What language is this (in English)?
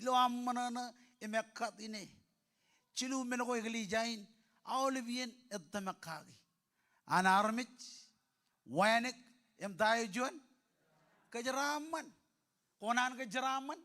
Marshallese